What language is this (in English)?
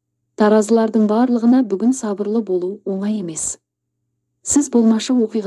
Kazakh